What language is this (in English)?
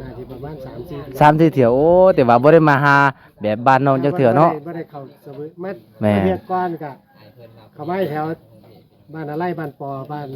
Lao